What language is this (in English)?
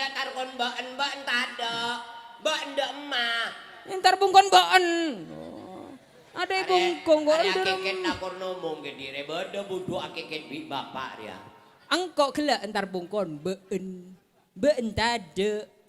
Madurese